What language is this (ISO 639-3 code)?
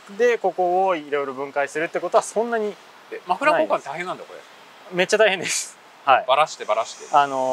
jpn